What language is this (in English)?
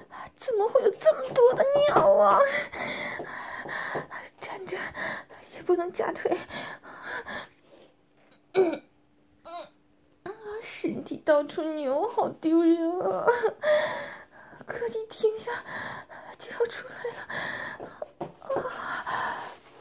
Chinese